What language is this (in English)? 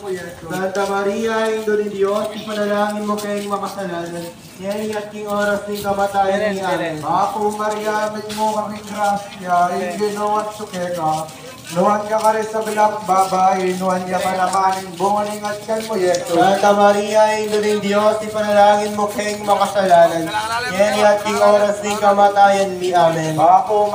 Pampanga